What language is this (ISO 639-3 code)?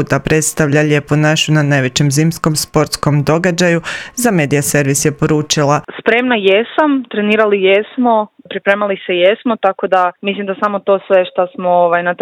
hrv